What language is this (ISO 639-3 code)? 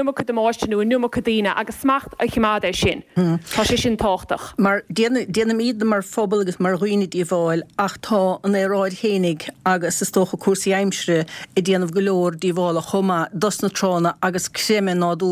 gle